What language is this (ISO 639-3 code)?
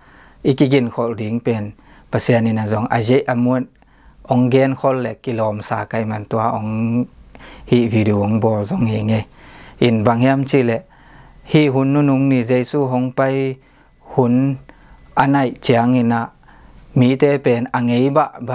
ctd